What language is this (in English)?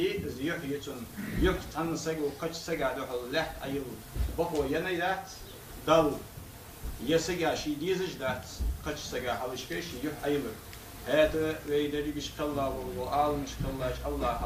Ingush